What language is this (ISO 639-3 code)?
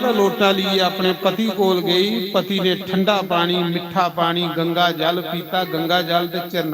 doi